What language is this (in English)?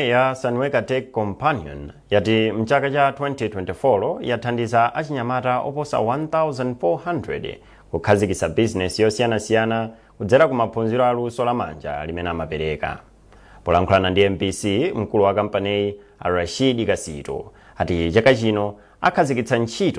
Nyanja